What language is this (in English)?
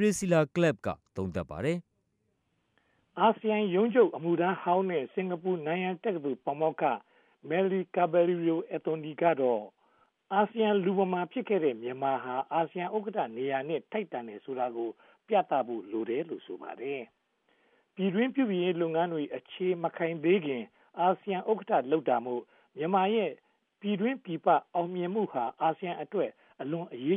Burmese